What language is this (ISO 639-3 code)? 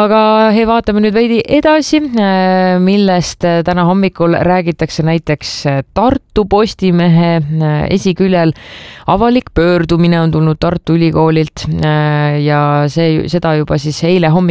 est